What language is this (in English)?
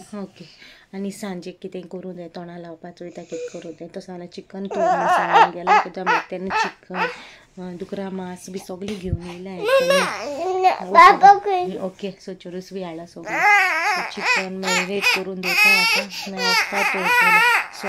Konkani